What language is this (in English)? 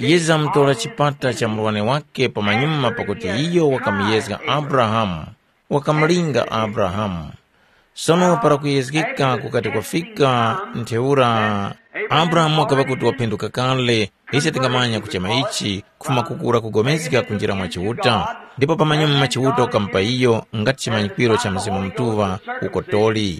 Tumbuka